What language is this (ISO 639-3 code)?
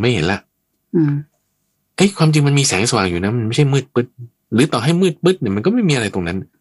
tha